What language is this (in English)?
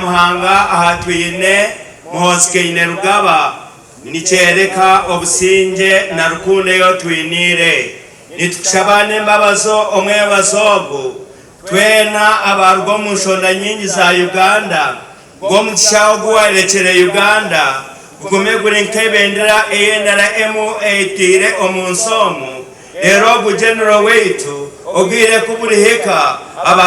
Nyankole